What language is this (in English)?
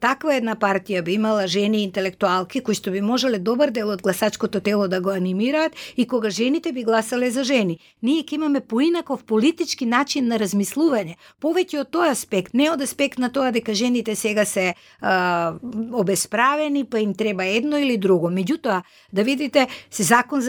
Macedonian